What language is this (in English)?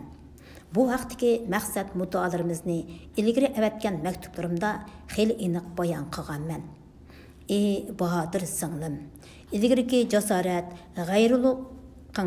Uyghur